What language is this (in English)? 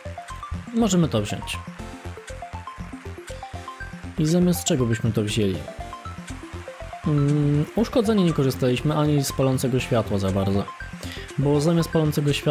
Polish